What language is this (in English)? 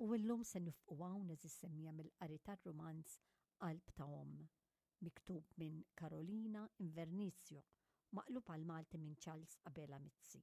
Maltese